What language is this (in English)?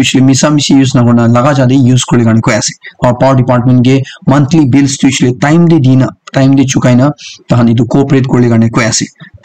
Naga Pidgin